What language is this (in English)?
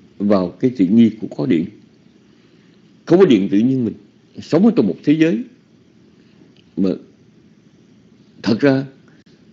Vietnamese